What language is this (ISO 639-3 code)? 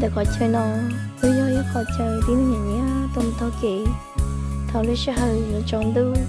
hmn